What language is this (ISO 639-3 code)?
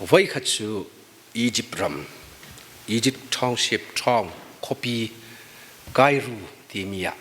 cfm